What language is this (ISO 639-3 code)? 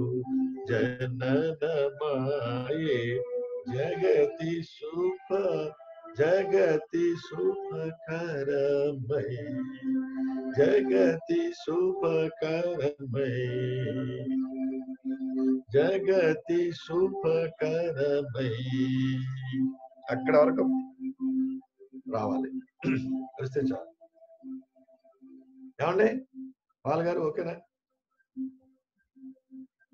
tel